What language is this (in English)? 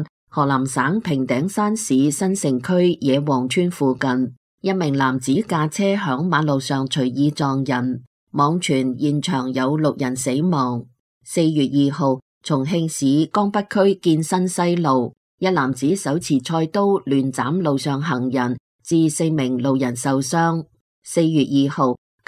Cantonese